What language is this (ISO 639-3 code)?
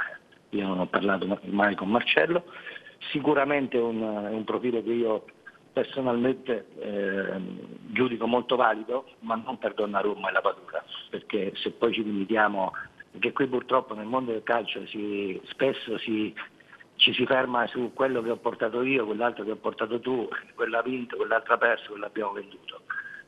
ita